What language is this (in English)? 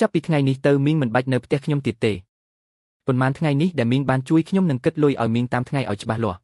Khmer